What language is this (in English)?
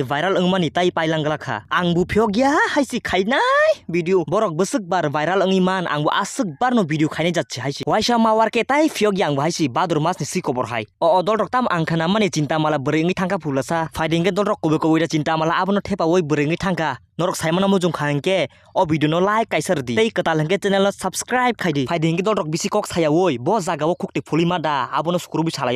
Kok Borok